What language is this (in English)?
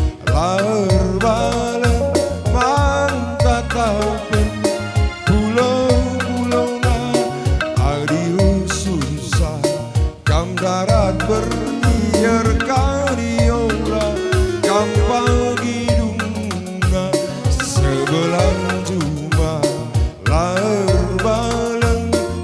Batak Karo